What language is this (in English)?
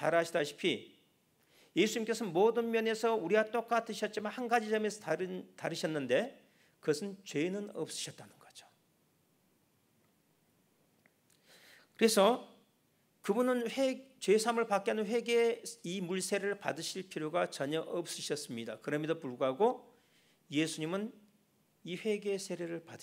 Korean